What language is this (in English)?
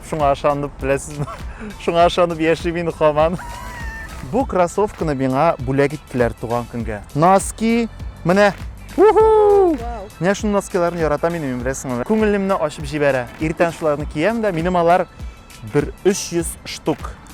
Tatar